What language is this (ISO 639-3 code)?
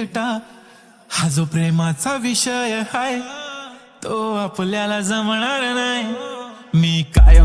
mar